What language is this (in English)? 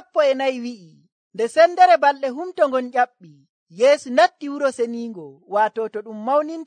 Nigerian Fulfulde